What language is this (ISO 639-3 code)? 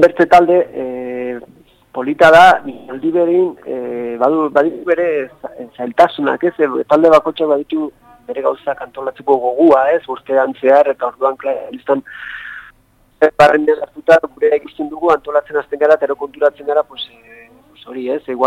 eus